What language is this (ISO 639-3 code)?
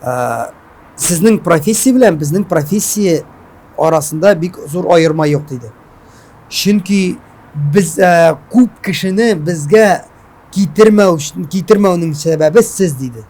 tat